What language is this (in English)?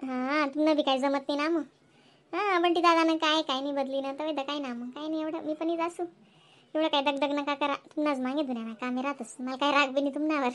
Khandesi